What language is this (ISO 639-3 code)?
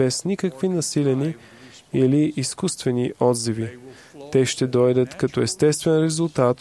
bul